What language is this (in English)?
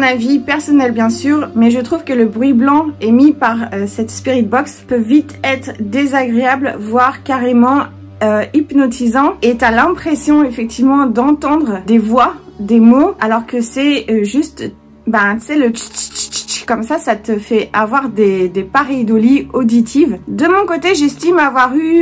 French